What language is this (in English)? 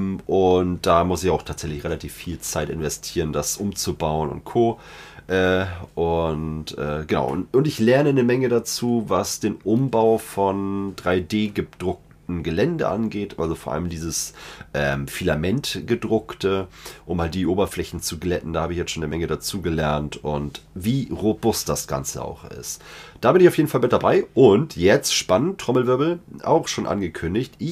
German